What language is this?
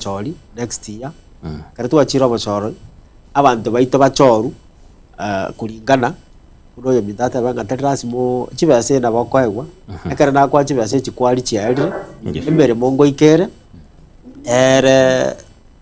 Gusii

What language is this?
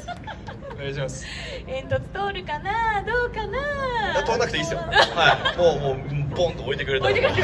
Japanese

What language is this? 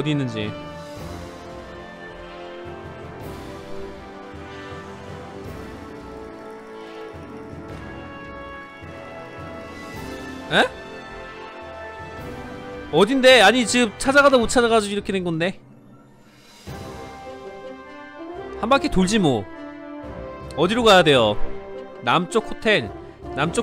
Korean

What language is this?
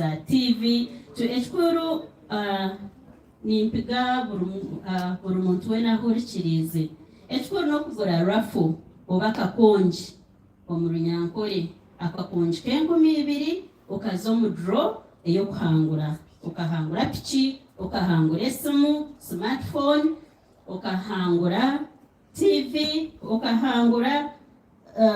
Nyankole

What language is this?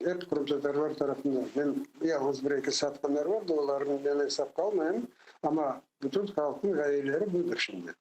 Crimean Tatar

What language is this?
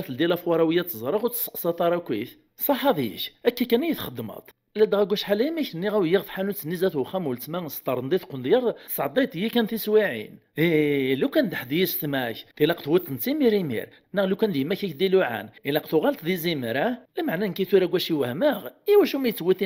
Kabyle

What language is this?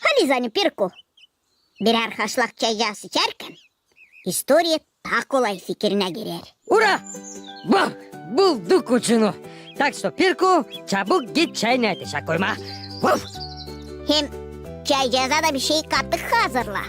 Gagauz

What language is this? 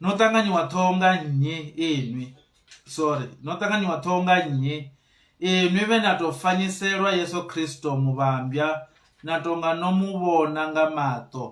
Venda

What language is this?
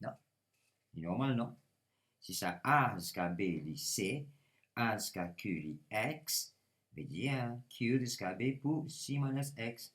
Morisyen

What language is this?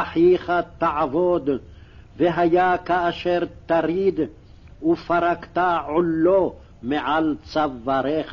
Hebrew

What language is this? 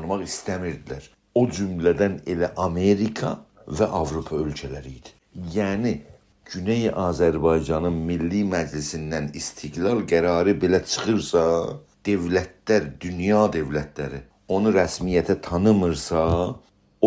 South Azerbaijani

